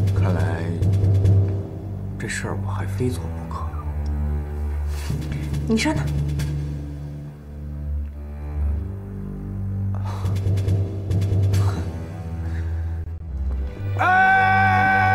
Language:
Chinese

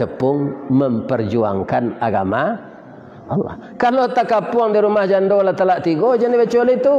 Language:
Minangkabau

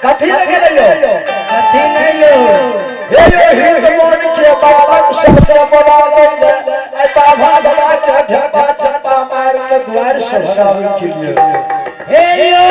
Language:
Angika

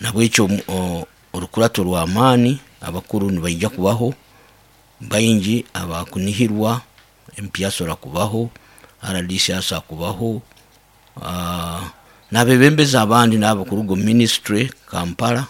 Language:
Nyoro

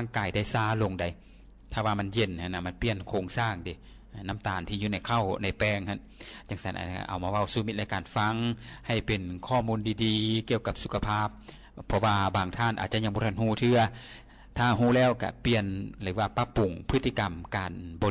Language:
Lao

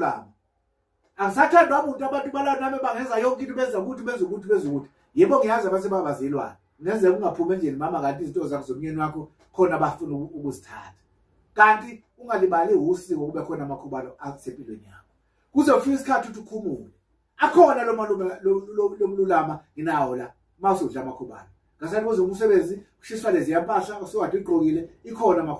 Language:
Zulu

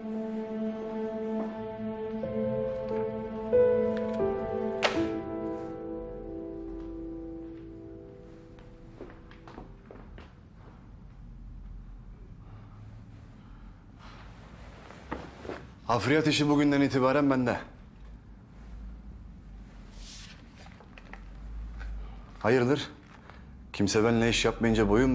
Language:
Turkish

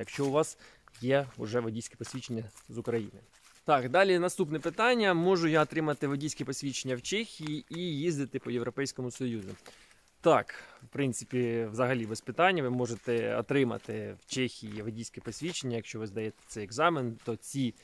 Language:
Ukrainian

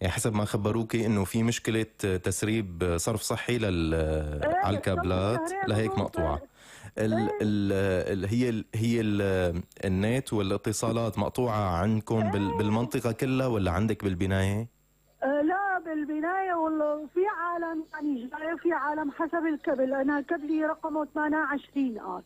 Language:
North Levantine Arabic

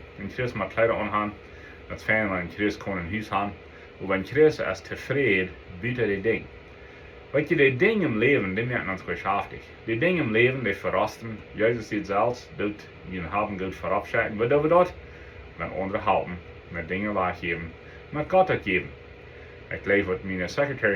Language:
Plautdietsch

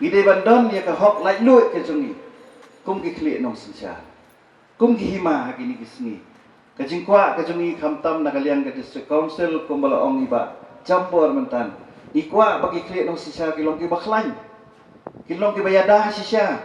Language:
Khasi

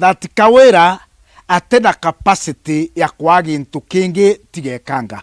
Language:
Meru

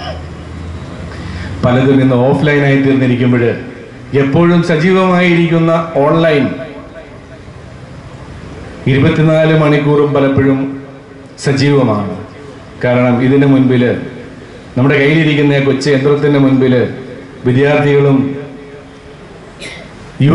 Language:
Malayalam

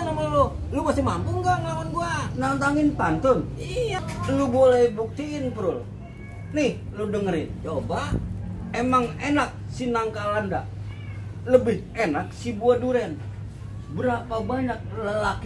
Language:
Betawi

